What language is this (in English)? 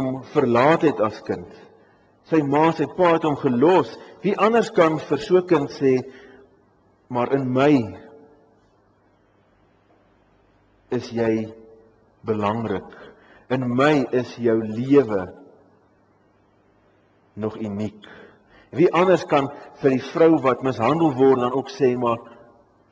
Afrikaans